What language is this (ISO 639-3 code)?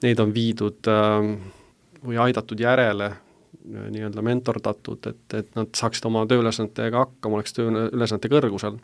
est